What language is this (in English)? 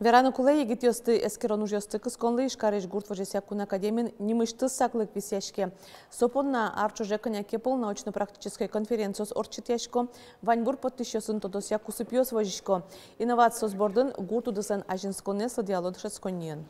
Udmurt